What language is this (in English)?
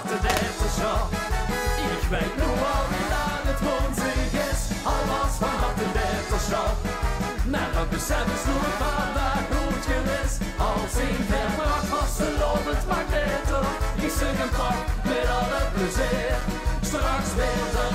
Limburgish